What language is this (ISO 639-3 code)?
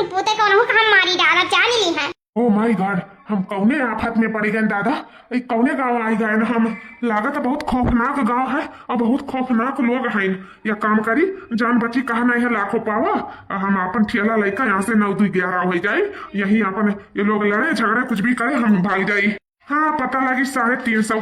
awa